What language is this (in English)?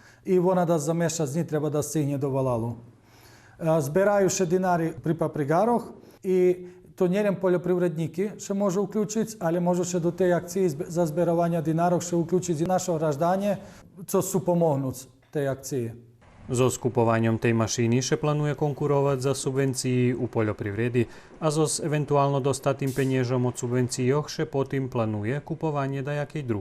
Rusyn